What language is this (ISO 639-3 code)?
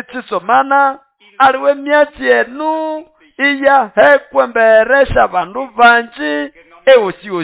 nnb